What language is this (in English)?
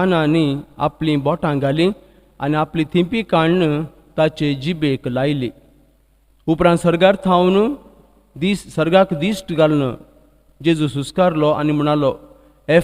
Konkani